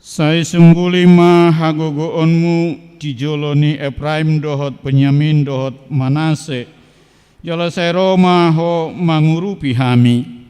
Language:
Batak Toba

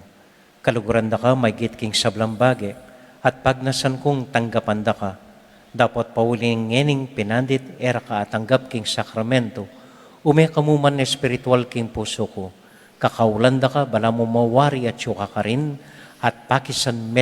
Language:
Pampanga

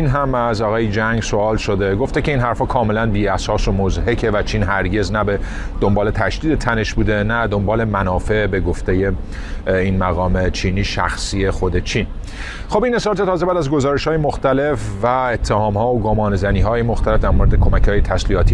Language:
Persian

